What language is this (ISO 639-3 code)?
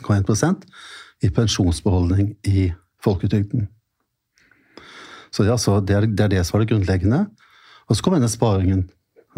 nor